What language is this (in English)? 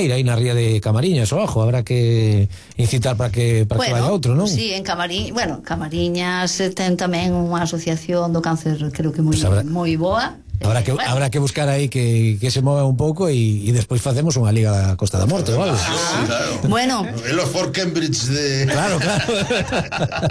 Galician